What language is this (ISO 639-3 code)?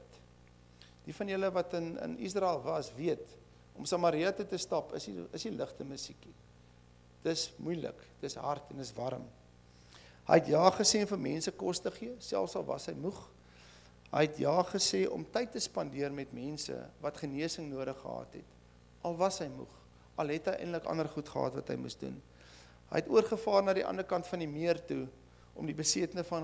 afr